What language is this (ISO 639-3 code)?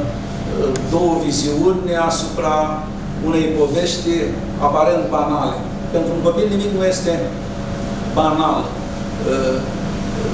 ron